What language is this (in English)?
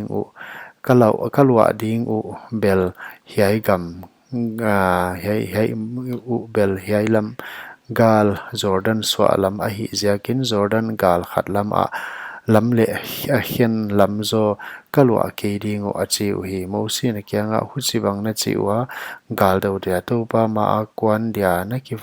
Paite Chin